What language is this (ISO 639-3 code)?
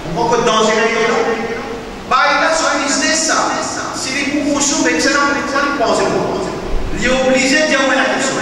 mfe